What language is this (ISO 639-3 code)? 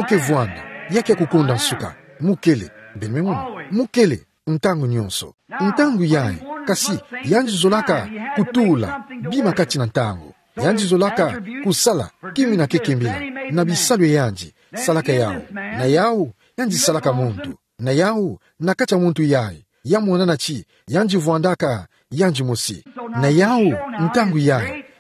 ktu